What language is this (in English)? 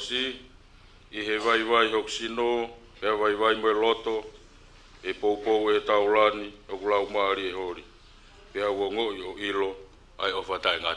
Tongan